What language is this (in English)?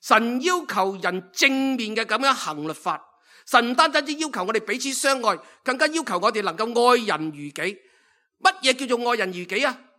Cantonese